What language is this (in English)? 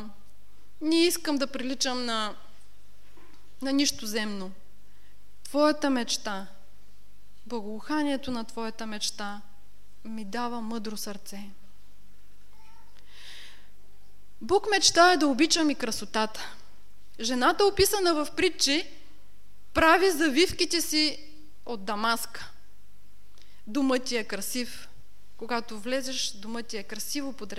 Bulgarian